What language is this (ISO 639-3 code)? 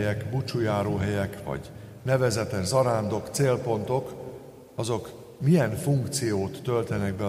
hun